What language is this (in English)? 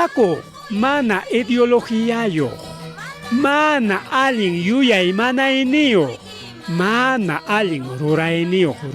Ayacucho Quechua